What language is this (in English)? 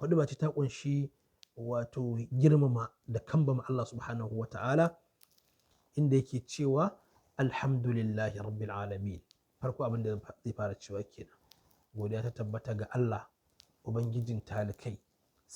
Hausa